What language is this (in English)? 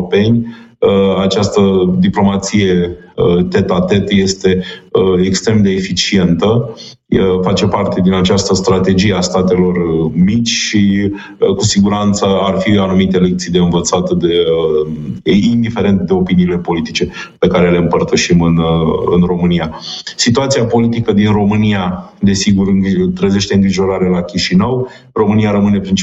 Romanian